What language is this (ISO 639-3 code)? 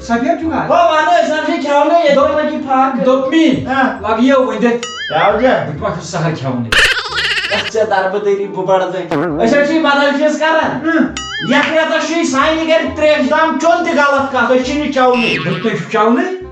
kas